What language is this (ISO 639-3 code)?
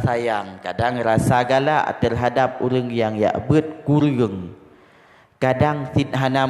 ace